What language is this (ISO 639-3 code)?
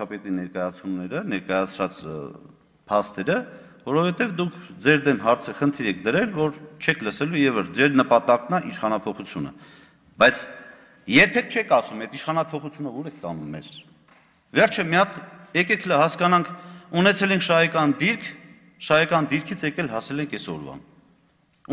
hye